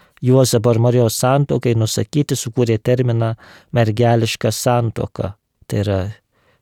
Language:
Lithuanian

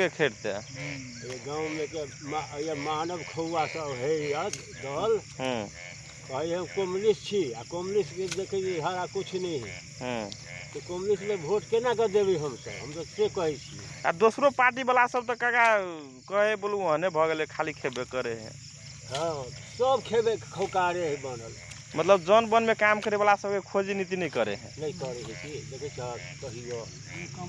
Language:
Magahi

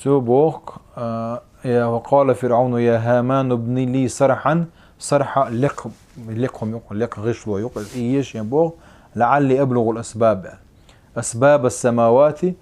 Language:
Chechen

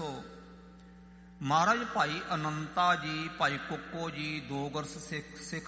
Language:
Punjabi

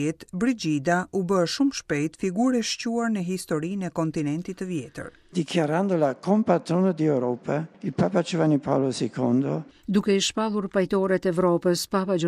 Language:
Albanian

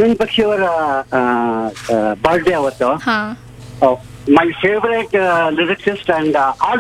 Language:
Kannada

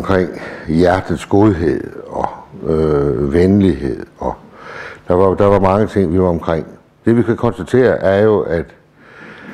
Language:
Danish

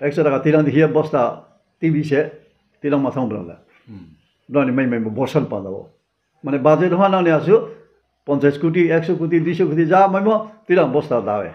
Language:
Riang (India)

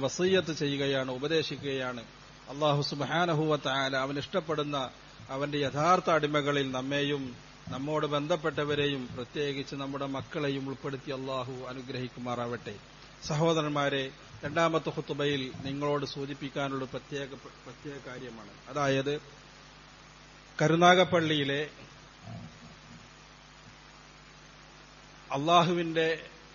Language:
Malayalam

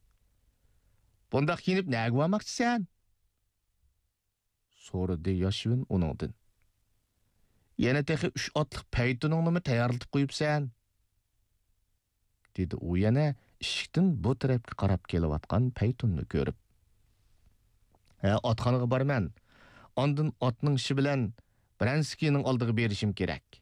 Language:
Uyghur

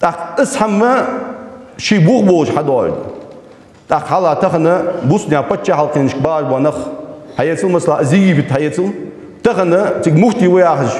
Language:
Ingush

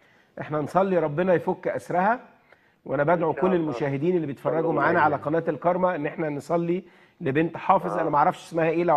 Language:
Egyptian Arabic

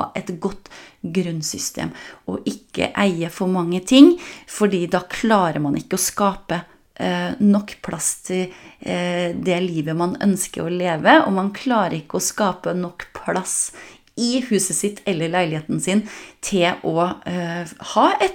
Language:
Norwegian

